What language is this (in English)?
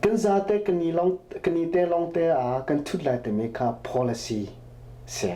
Hakha Chin